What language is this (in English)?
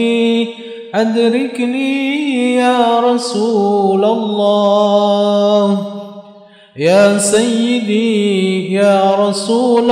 Arabic